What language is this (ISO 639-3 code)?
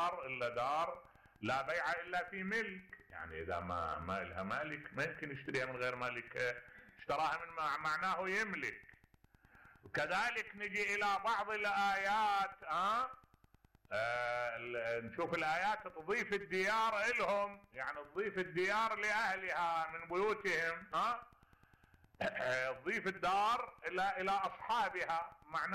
acm